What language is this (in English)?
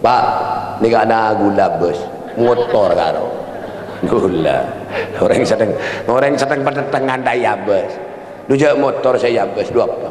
Madurese